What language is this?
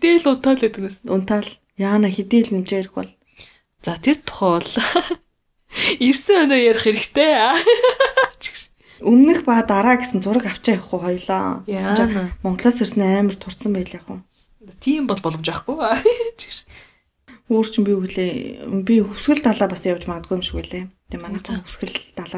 Mongolian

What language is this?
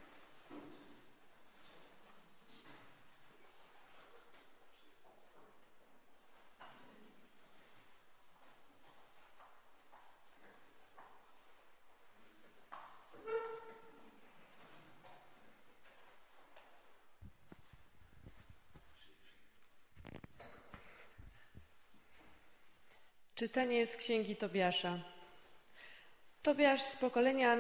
Polish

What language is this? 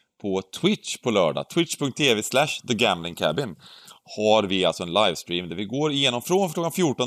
Swedish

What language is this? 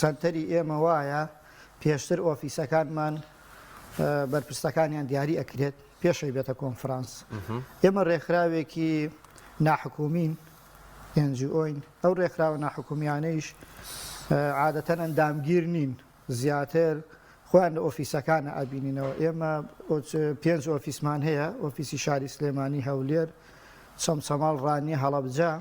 Central Kurdish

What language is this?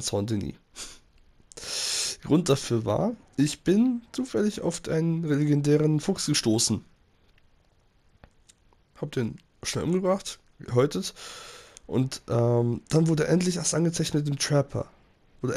German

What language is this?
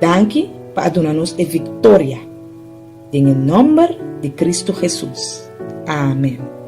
Papiamento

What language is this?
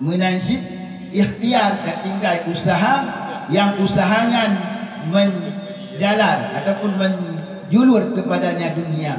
Achinese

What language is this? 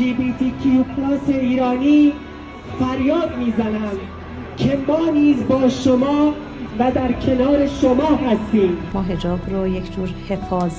Persian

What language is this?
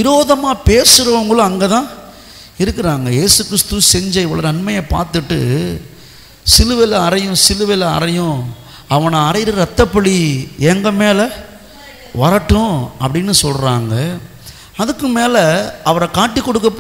Tamil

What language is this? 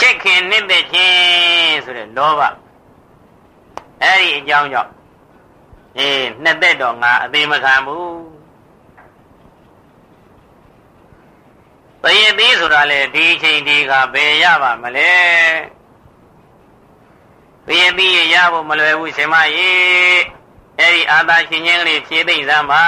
Burmese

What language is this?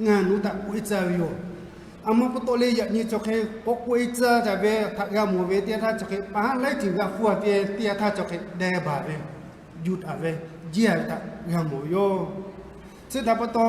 Lahu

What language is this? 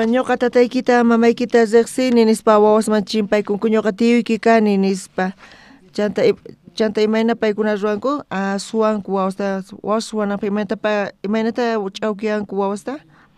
South Bolivian Quechua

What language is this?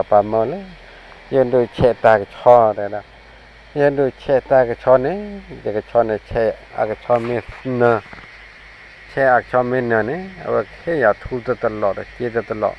S'gaw Karen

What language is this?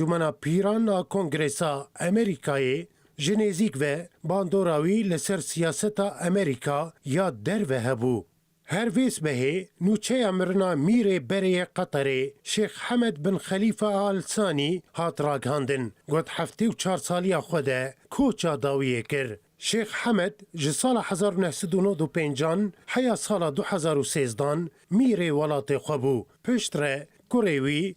Kurdish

